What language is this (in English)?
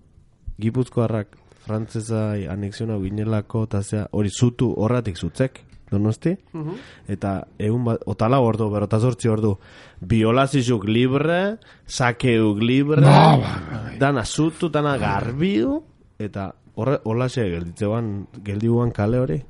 Basque